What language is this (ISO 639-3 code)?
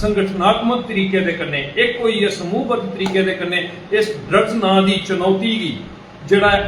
doi